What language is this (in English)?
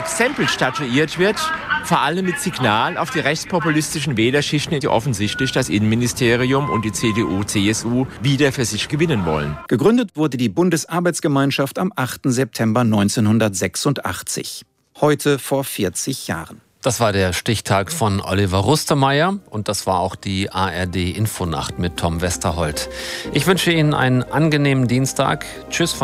German